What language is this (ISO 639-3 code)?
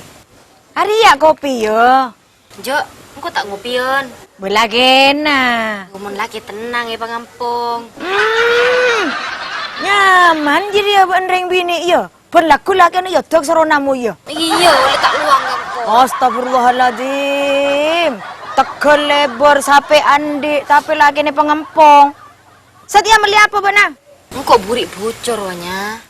mad